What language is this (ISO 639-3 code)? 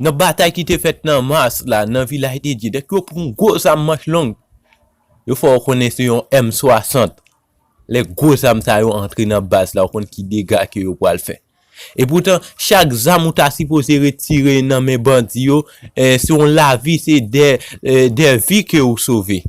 hat